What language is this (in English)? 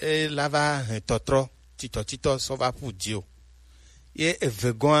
Gen